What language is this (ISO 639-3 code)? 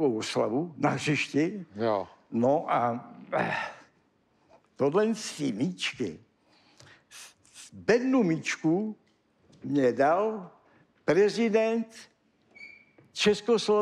ces